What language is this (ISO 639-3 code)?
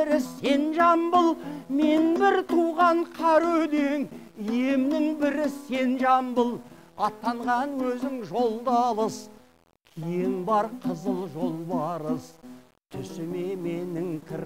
kaz